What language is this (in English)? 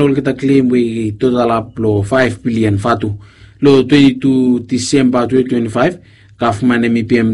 Bislama